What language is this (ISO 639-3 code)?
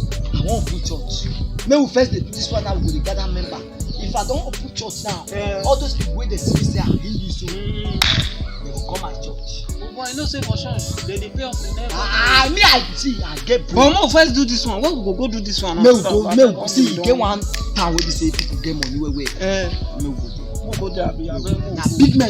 pcm